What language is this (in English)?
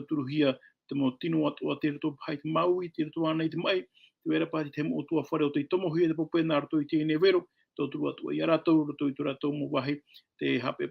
Tahitian